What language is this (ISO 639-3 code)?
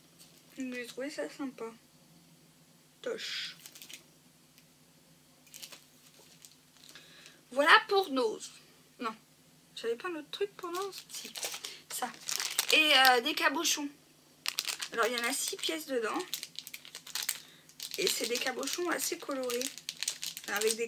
fra